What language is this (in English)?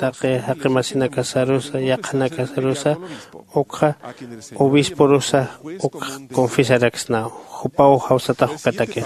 Aymara